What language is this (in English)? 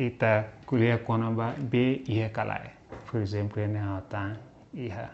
Tetum